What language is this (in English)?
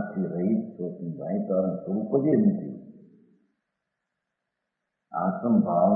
Gujarati